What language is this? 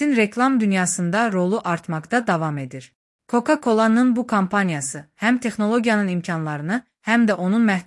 Azerbaijani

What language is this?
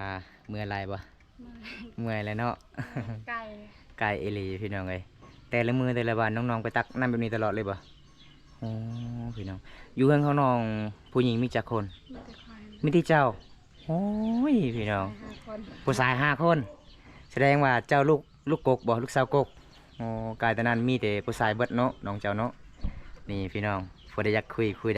Lao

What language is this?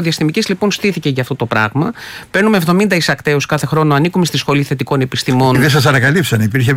Greek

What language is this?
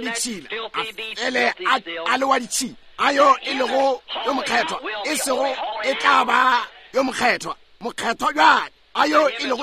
Northern Sotho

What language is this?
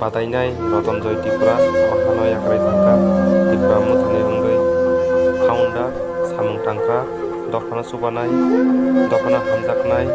Kok Borok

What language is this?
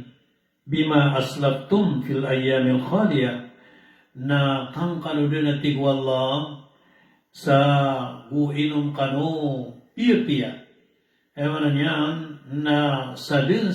Maranao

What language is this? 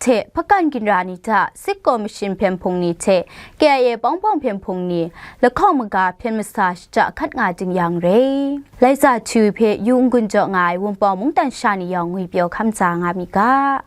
Kachin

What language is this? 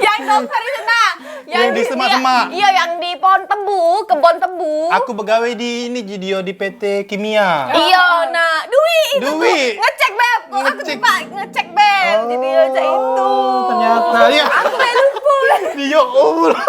Musi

